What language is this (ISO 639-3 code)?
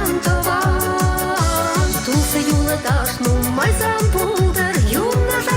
chv